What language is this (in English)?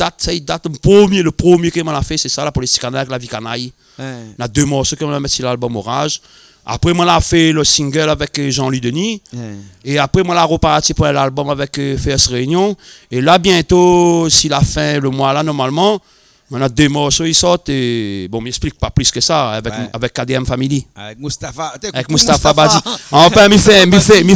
Réunion Creole French